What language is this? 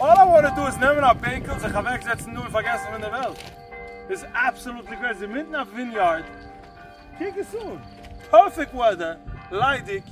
Yiddish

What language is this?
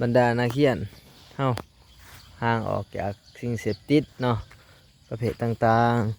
Lao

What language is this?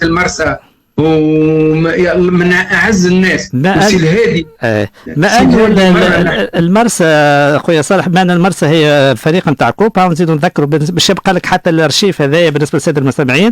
Tunisian Arabic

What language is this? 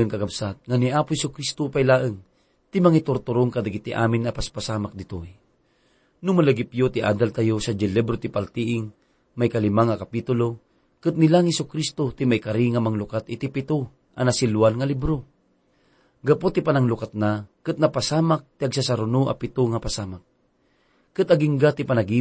Iloko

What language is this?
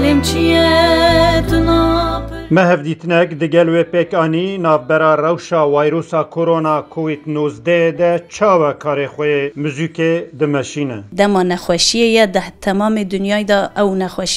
Kurdish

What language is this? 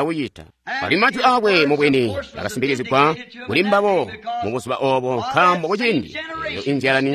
Tonga (Zambia)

